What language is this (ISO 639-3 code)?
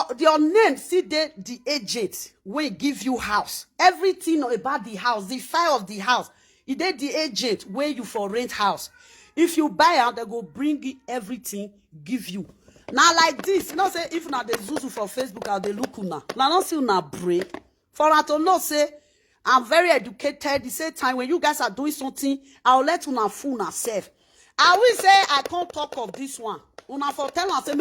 pcm